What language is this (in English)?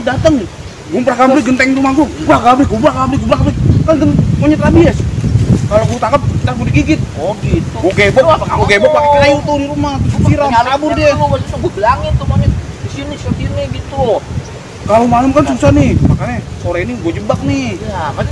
Betawi